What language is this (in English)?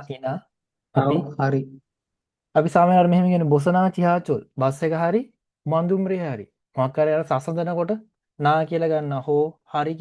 Sinhala